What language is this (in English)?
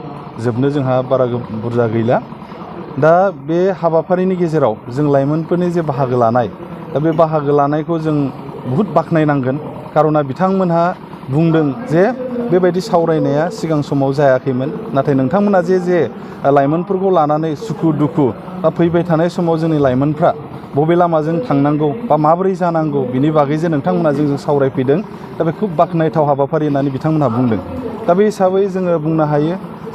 Bodo